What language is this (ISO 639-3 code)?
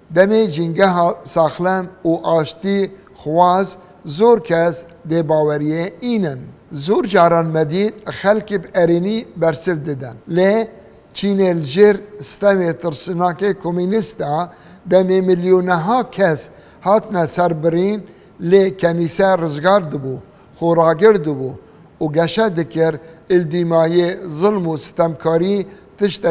kur